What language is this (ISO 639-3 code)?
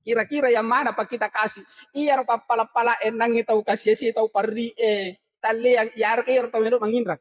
bug